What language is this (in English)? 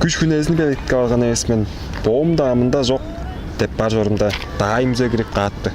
Tuvinian